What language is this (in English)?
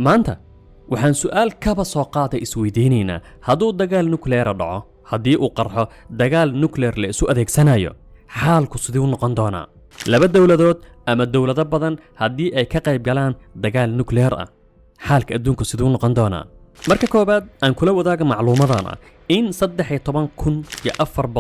Somali